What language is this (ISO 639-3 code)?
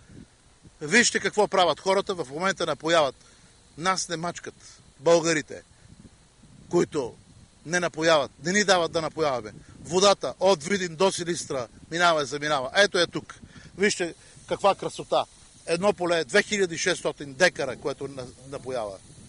bul